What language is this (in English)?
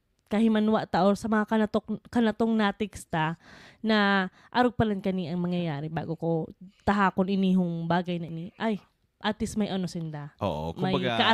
Bikol